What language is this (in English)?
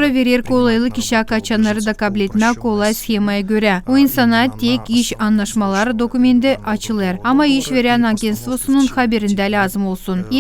Gagauz